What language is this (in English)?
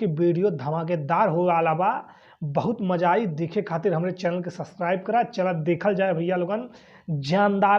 Bhojpuri